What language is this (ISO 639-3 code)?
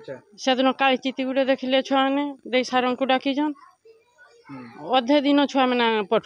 ori